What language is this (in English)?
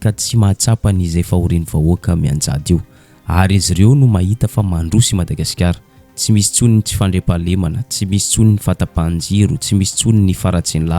Malagasy